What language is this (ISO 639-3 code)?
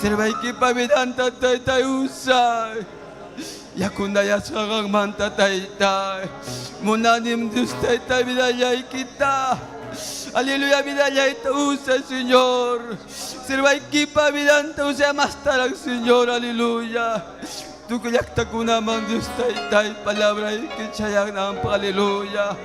quy